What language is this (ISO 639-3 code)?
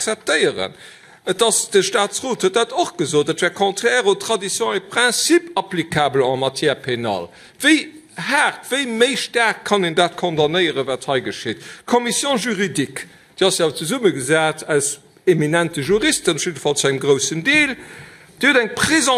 ltz